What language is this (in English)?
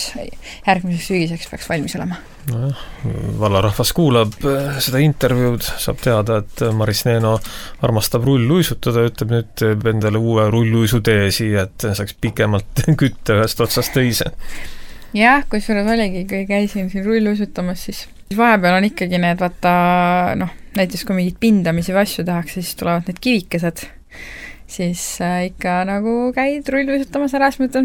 Estonian